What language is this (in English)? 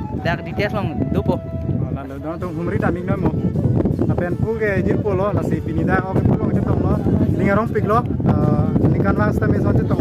Karbi